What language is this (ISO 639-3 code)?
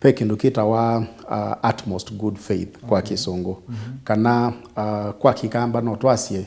kam